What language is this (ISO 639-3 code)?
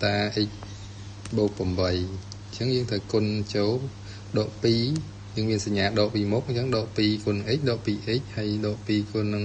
khm